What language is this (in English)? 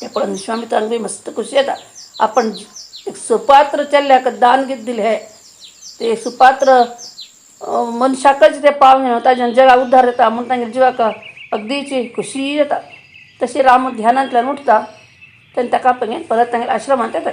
Konkani